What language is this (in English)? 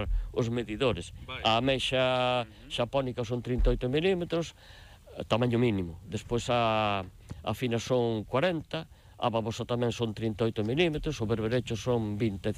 Galician